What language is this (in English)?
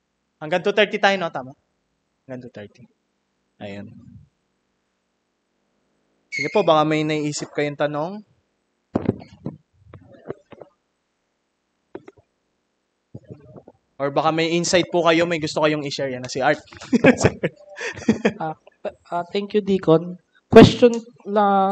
Filipino